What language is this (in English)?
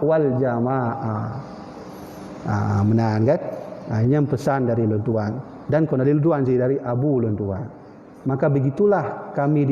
Achinese